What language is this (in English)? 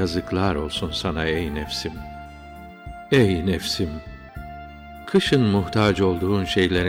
Turkish